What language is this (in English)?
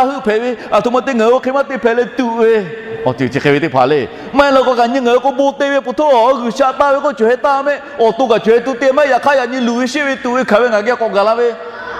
Lahu